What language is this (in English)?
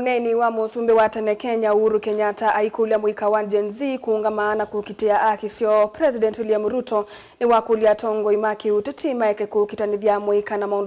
Kamba